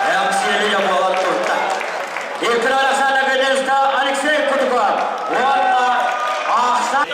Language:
Yakut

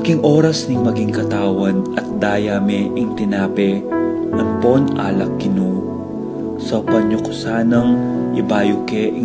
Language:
Pampanga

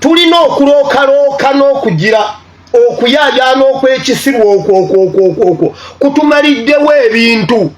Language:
Ganda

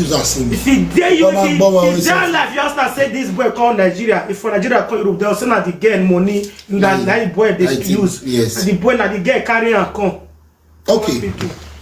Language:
Nigerian Pidgin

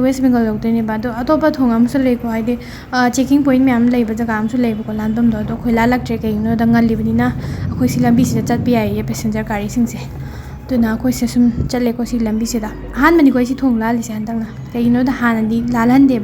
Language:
Manipuri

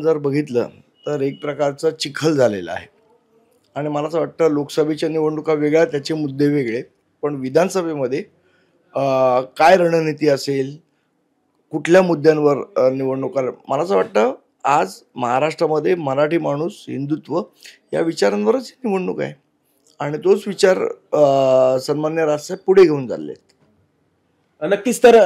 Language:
Marathi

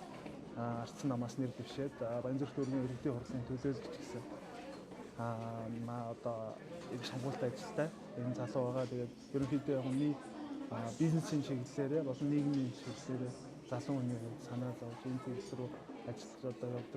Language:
Mongolian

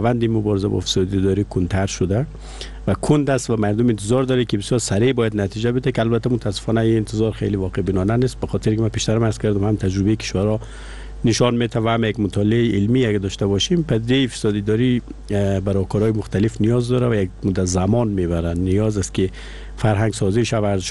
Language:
Persian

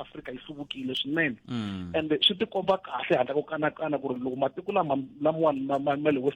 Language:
Tsonga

